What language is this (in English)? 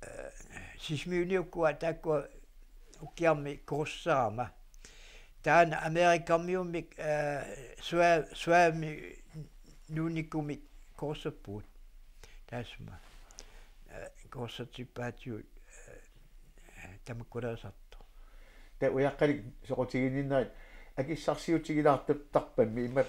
Kalaallisut